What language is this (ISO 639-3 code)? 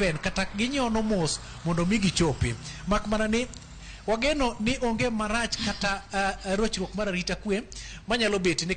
luo